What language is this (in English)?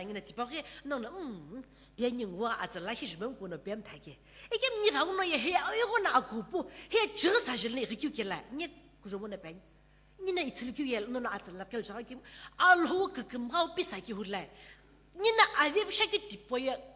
Sumi Naga